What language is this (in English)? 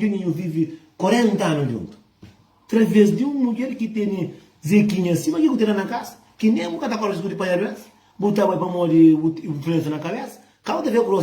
Kabuverdianu